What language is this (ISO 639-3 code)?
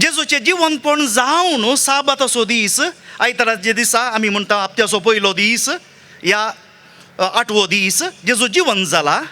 kok